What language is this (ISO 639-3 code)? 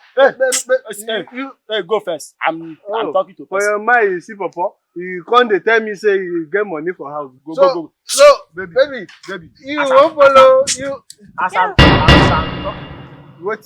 pcm